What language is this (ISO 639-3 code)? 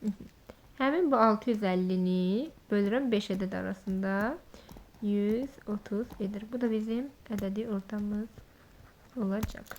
aze